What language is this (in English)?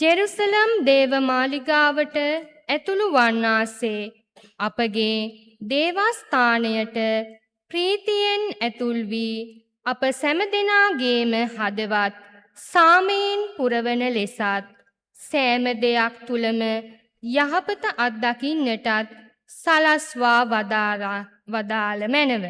Sinhala